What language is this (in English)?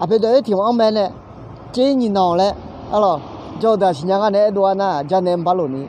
Akha